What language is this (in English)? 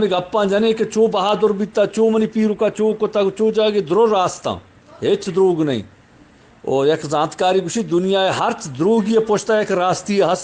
Eastern Balochi